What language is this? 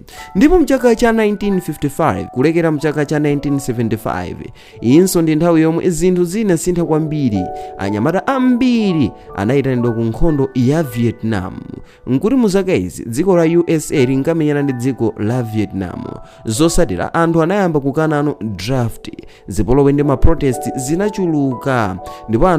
Nyanja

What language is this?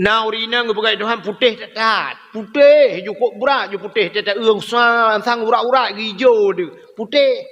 Achinese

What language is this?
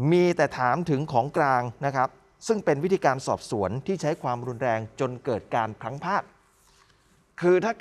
Thai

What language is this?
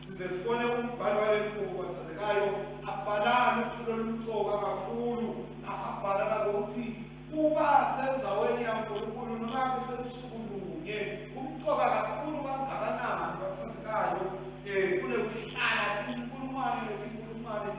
Swati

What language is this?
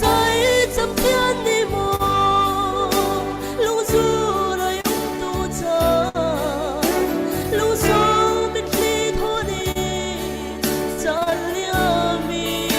Falam Chin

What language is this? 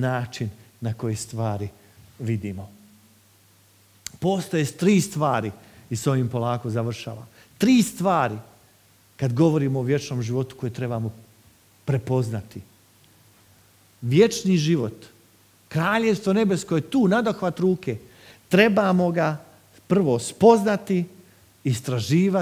Croatian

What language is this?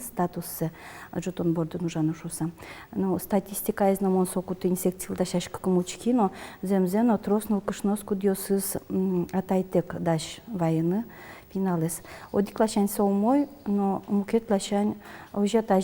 Udmurt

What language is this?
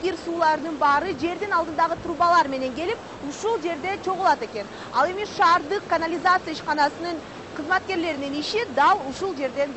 Kyrgyz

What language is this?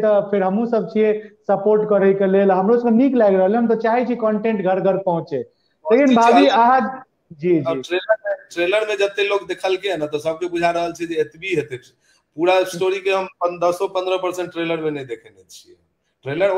Maithili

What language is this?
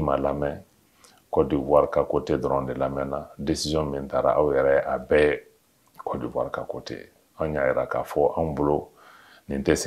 Bambara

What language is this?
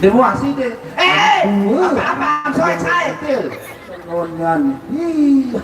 Sasak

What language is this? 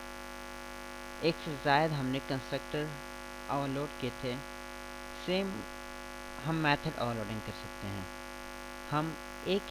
Hindi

